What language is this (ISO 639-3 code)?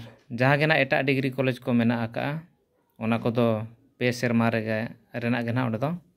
sat